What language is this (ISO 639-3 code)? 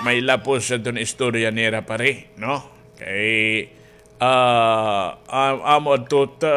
war